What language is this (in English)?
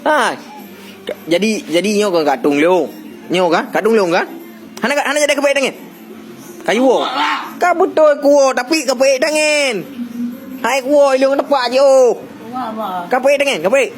Achinese